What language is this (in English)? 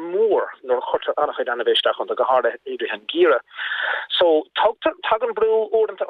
Irish